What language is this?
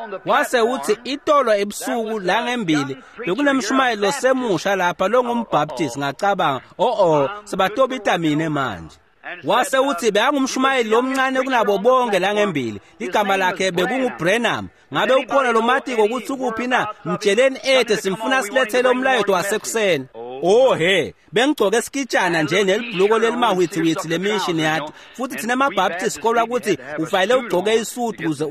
Swati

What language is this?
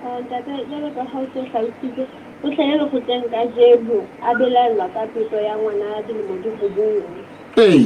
Southern Sotho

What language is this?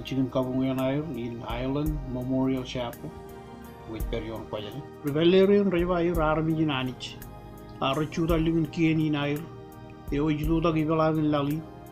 Marshallese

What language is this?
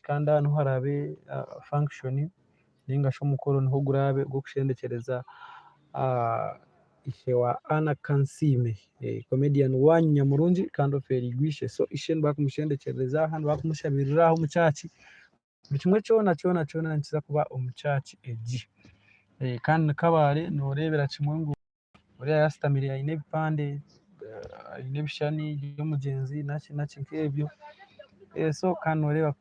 Nyankole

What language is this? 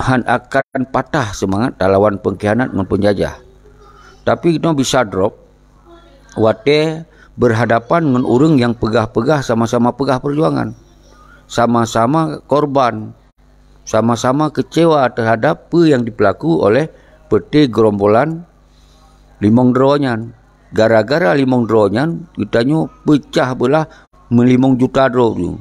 Achinese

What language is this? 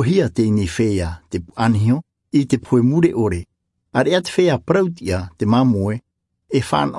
Tahitian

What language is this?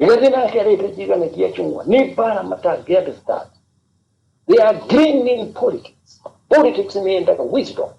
Kikuyu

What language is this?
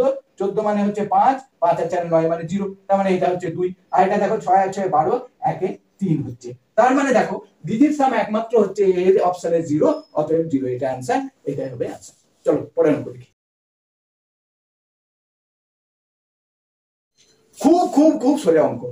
Bangla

